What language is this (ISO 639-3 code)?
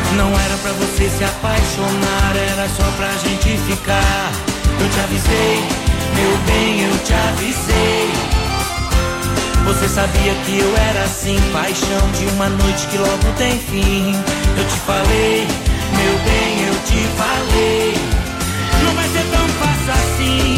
por